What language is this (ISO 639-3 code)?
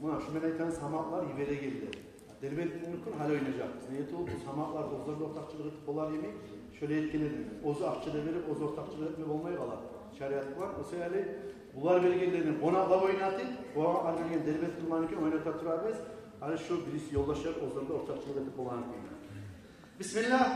kum